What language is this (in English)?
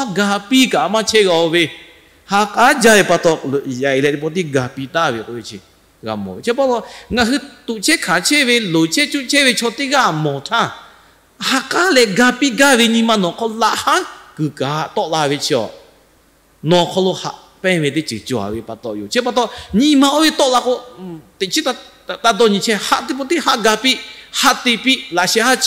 Lahu